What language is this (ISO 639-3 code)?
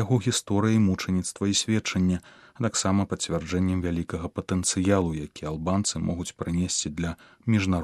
bel